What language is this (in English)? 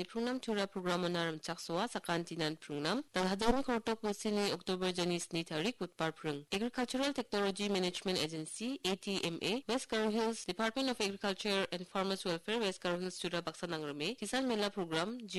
Garo